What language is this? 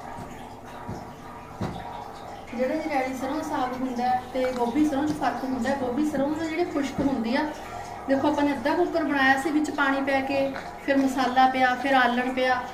Punjabi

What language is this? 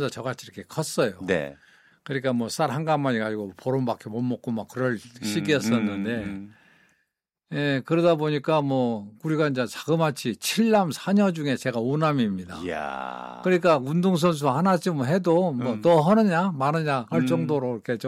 Korean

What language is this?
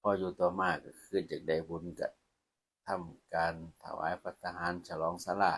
Lao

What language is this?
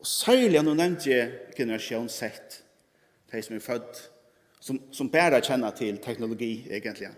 Faroese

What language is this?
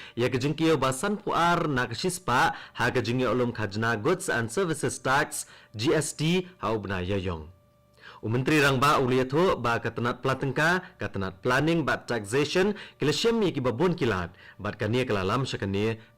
Khasi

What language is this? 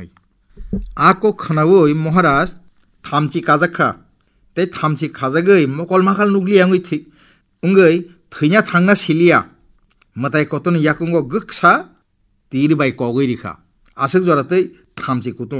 Kok Borok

